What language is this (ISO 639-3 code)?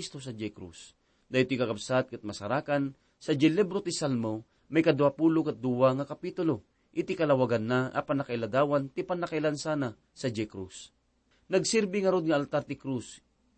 ilo